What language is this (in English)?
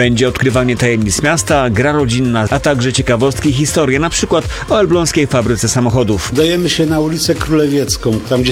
Polish